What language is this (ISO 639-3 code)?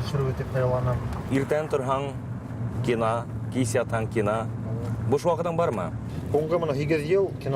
bak